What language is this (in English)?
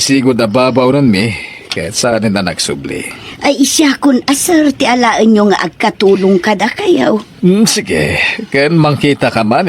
Iloko